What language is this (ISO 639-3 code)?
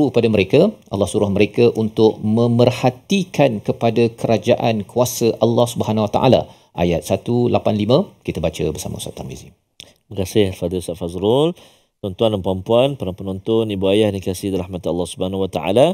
msa